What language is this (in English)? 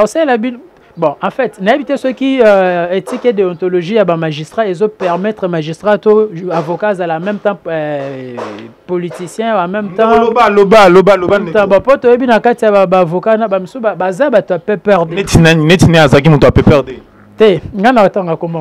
Lingala